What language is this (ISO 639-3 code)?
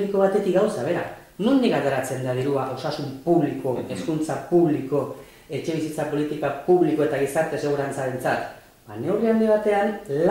eus